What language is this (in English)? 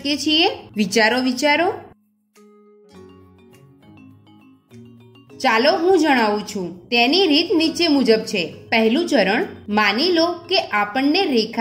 Gujarati